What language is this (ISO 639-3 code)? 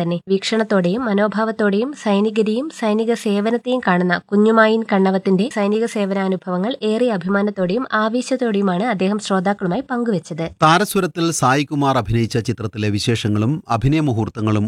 mal